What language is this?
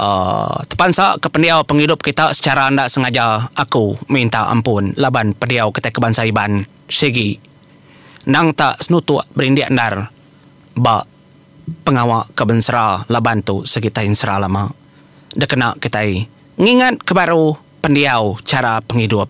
Iban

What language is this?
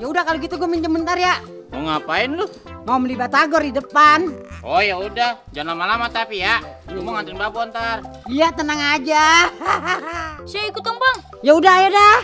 Betawi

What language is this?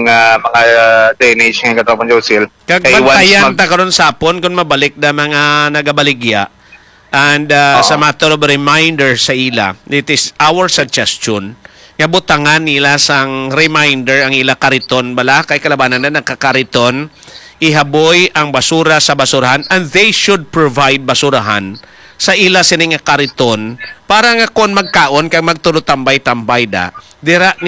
Hiligaynon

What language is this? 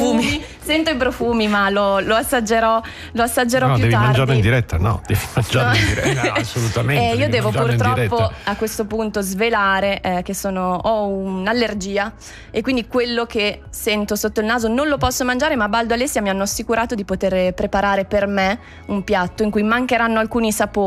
Italian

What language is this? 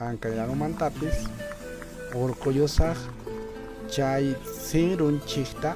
Quechua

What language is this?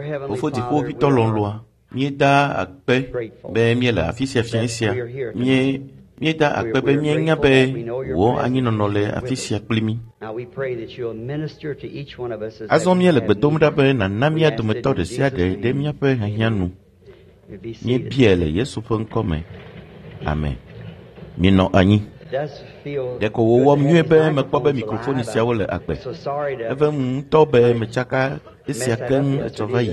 Ewe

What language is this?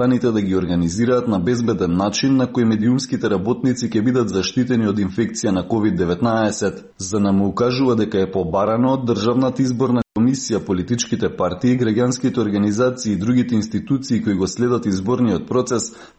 Macedonian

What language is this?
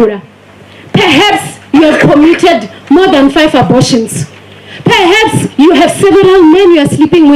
Venda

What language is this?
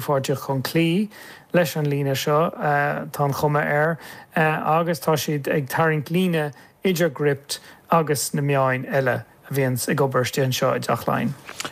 Irish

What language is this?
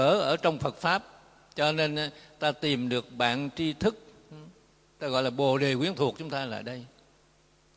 Vietnamese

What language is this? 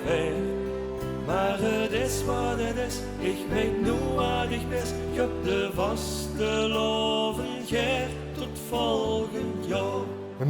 Limburgish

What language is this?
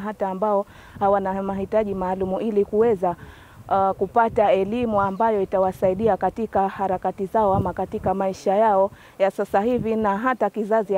Swahili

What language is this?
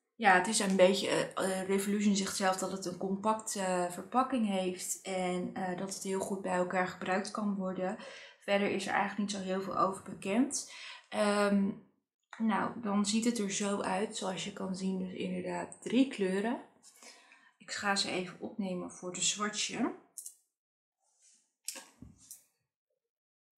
Dutch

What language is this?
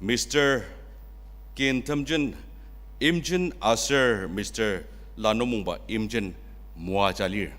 Ao Naga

